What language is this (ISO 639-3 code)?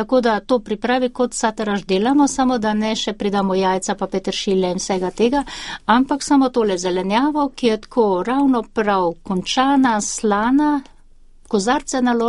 slv